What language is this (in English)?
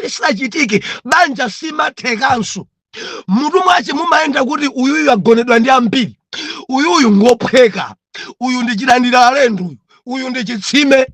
Nyanja